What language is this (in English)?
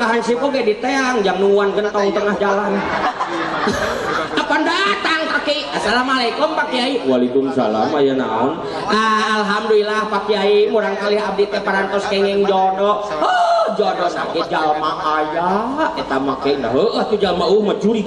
Sundanese